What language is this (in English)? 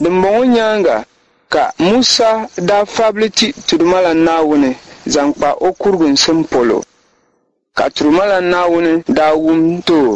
Dagbani